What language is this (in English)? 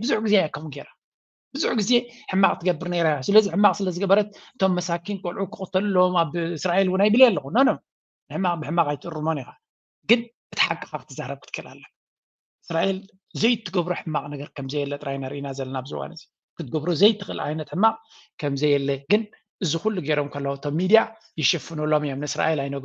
Tigrinya